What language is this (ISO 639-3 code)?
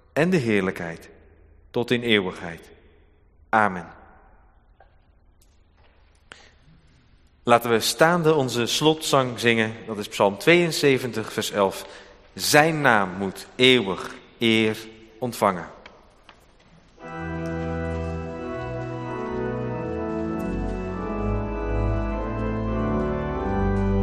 nld